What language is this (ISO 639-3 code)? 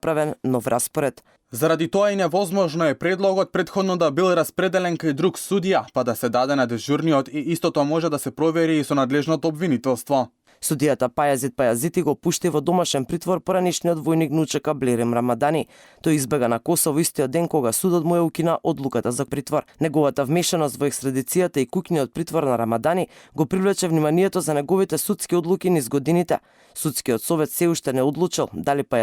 mkd